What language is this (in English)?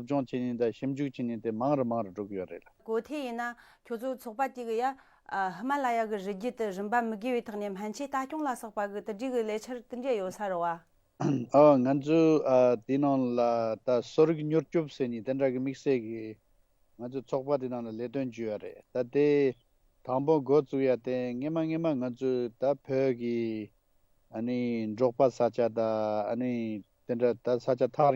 Tibetan